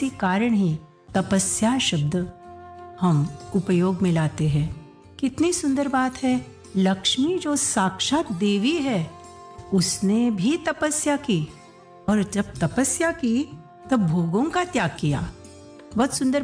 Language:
Hindi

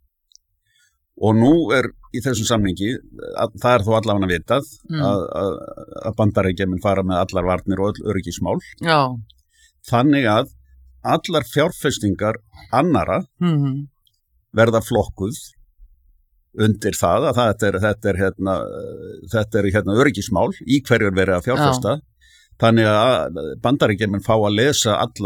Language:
Icelandic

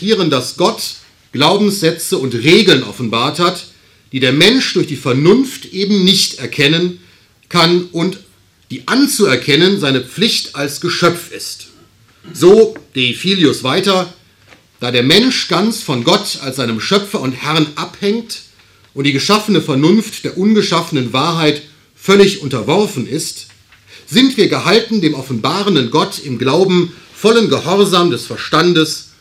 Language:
German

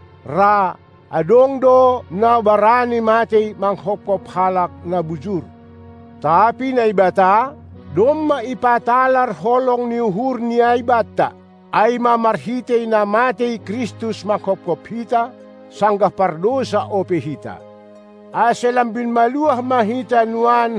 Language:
Batak Simalungun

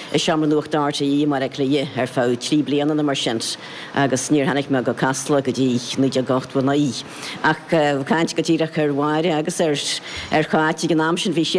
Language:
Irish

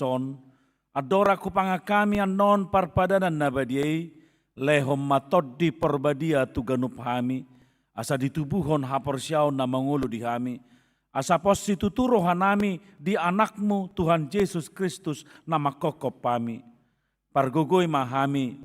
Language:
Batak Toba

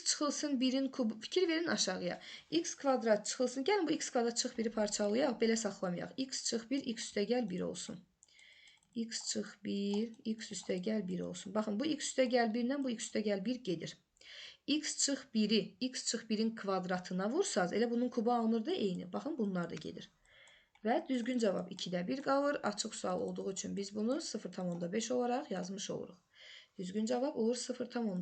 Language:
Azerbaijani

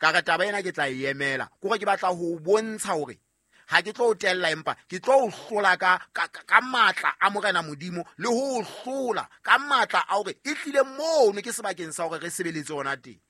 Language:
Southern Sotho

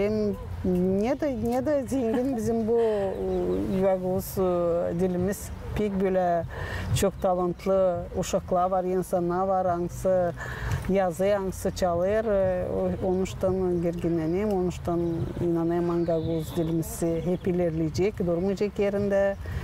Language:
Gagauz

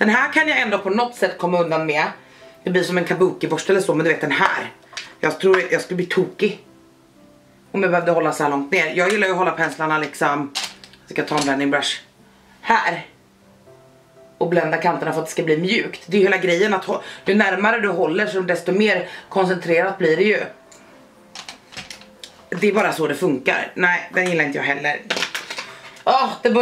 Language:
Swedish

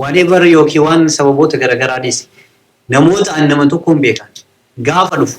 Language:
Oromo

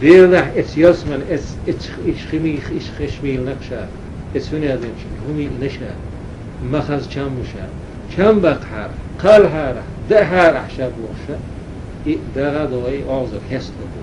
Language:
Chechen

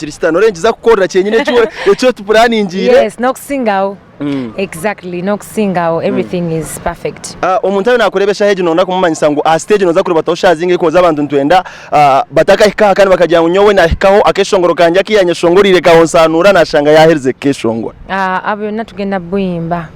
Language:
Nyankole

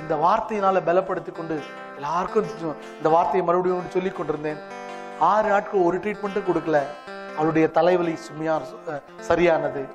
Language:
Tamil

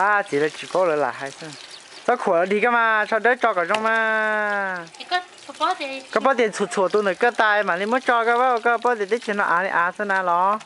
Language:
Hmong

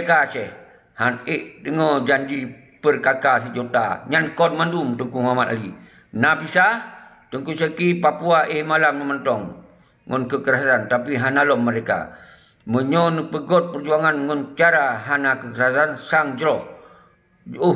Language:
Achinese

